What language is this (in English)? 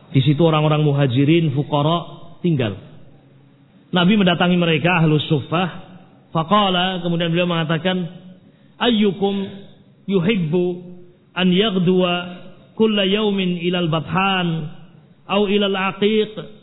Indonesian